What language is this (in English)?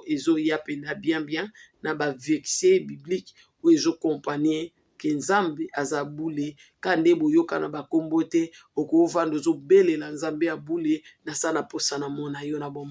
Lingala